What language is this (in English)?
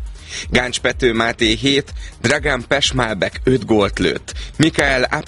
Hungarian